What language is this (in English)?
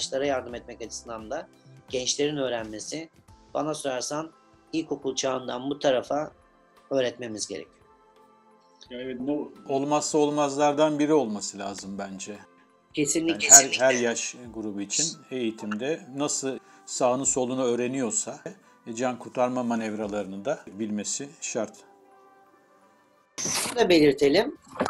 Turkish